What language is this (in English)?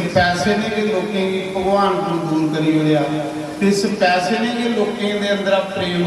Dogri